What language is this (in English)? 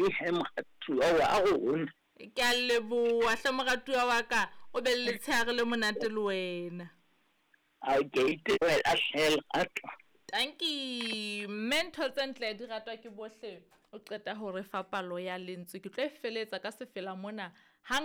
Southern Sotho